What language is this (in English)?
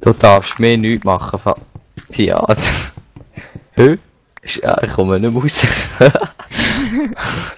Swiss German